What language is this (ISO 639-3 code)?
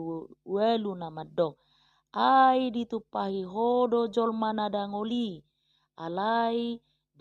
bbc